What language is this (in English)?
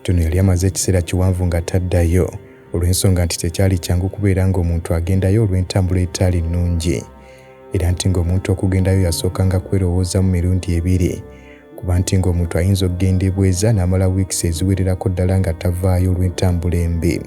Ganda